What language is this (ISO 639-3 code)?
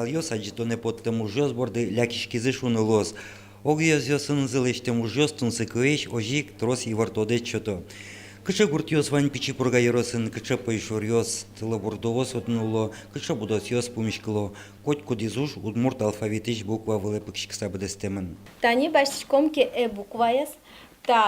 udm